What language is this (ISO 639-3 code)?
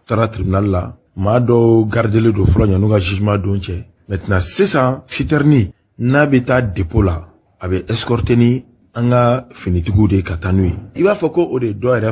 bam